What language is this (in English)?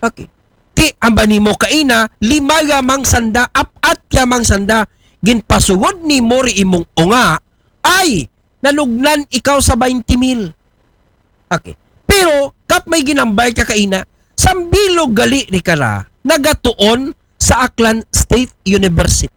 Aklanon